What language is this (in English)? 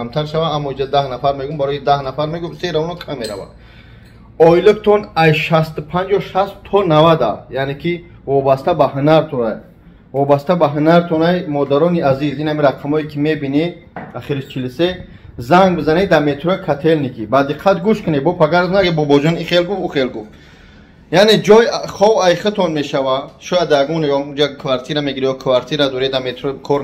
Tajik